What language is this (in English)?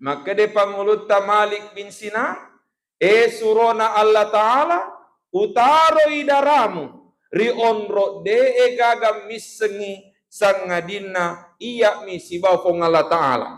Buginese